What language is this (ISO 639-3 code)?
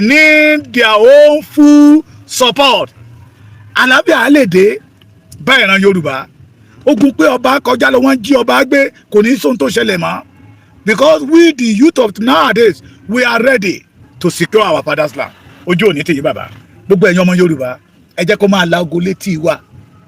yor